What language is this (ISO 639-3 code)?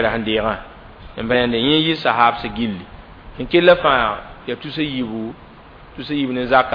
mos